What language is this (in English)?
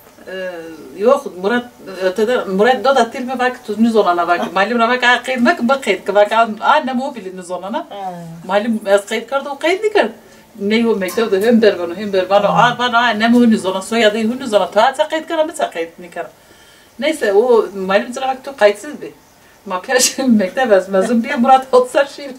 Zaza